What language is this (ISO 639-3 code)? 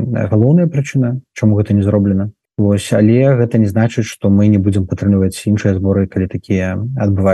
bel